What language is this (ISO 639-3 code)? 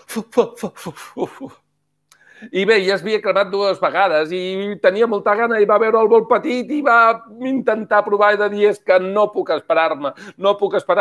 cat